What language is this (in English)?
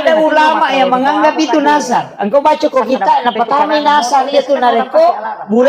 Buginese